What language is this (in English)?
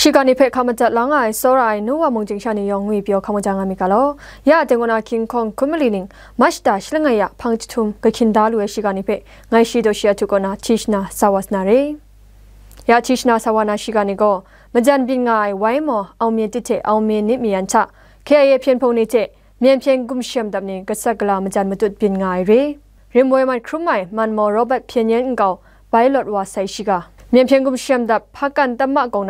Kachin